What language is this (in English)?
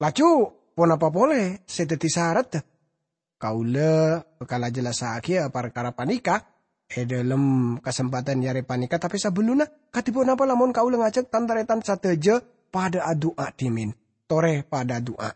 Madurese